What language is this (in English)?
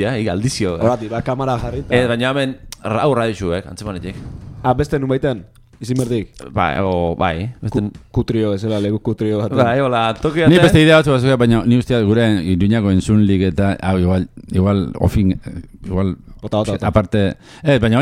Basque